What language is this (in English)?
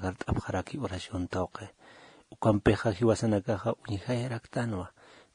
Aymara